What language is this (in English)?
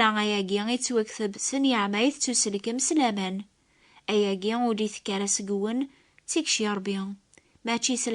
Kabyle